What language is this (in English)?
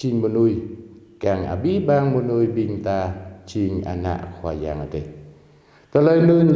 Jarai